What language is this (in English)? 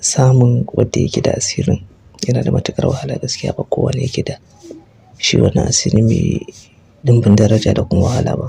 Hausa